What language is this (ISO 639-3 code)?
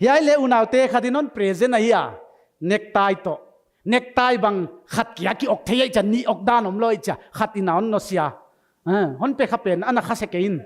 pck